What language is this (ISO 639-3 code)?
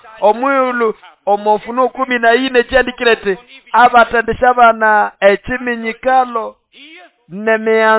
nnb